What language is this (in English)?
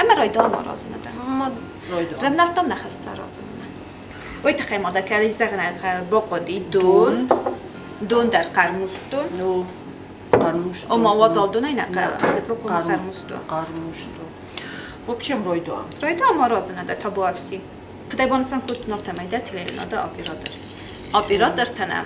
Ossetic